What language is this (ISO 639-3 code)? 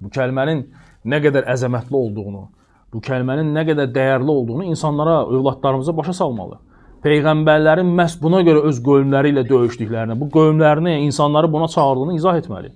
aze